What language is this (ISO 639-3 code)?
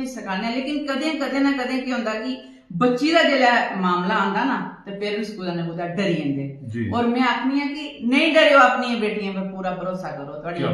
doi